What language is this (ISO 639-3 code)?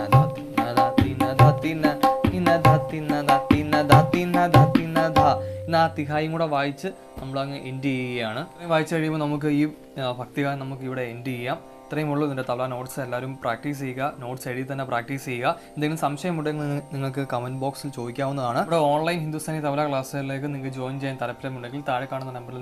mal